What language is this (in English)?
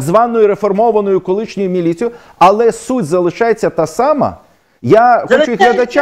Ukrainian